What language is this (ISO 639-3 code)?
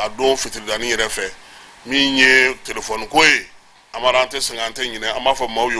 bam